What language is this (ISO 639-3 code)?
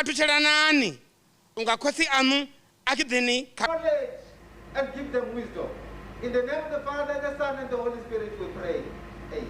ven